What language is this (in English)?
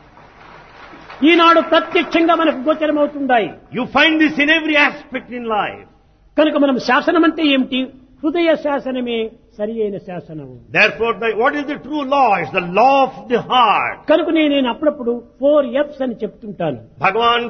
Telugu